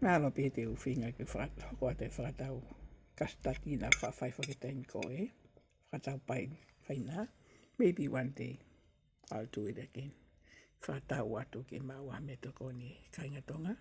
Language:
Tongan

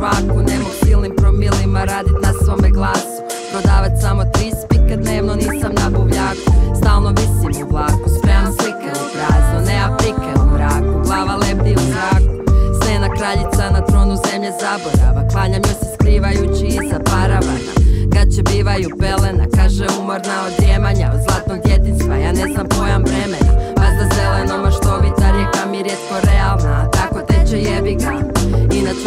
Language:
Croatian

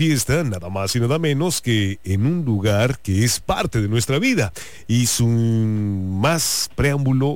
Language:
Spanish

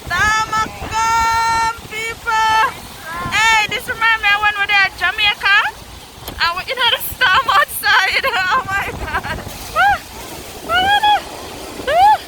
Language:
Jamaican Creole English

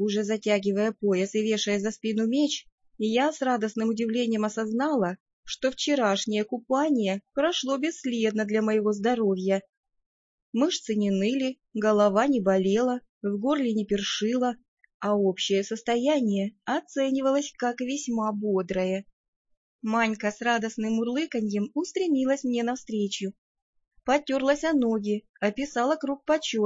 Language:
Russian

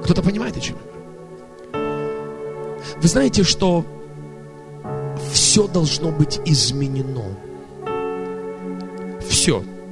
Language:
Russian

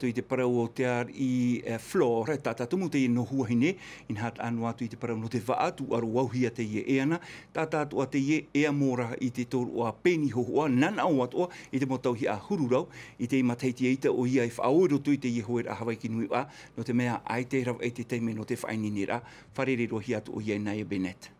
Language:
Tahitian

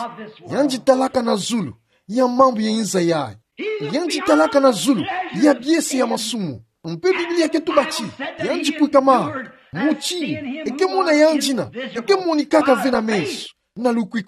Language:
Kituba (Democratic Republic of Congo)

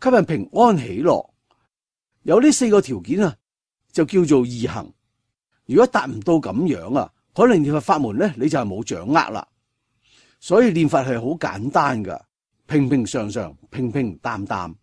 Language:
Cantonese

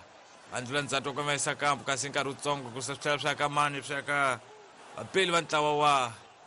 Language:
Tsonga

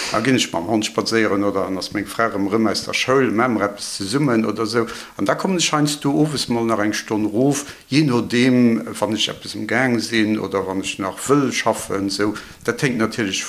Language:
Luxembourgish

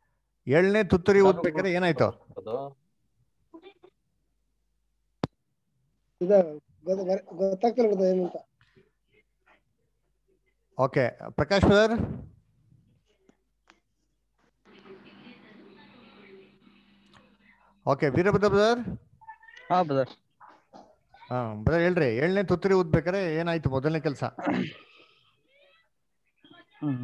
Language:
Kannada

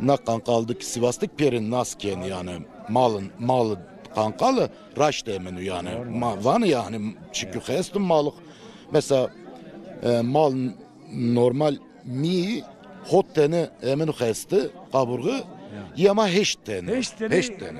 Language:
Zaza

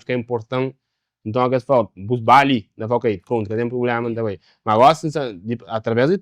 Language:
Kabuverdianu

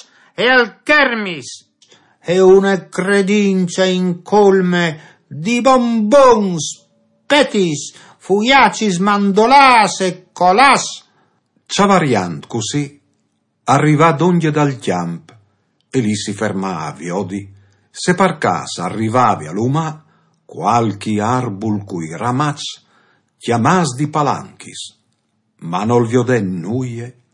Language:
Friulian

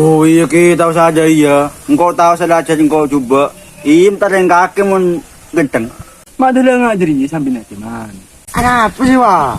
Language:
Madurese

